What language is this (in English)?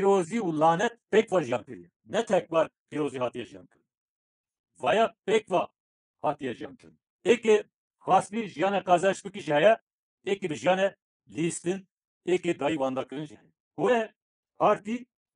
Kurdish